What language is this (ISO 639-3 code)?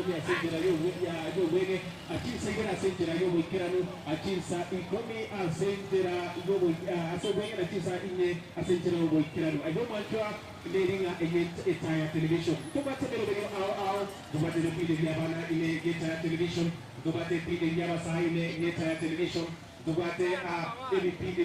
guz